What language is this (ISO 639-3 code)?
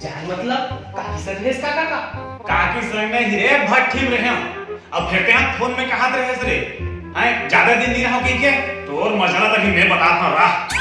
hne